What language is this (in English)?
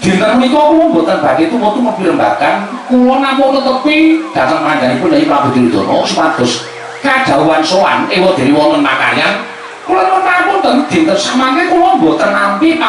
Javanese